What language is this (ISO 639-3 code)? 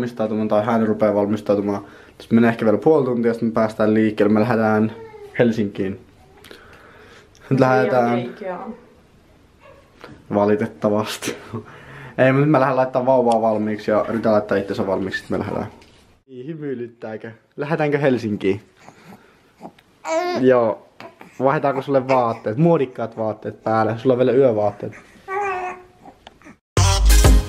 fin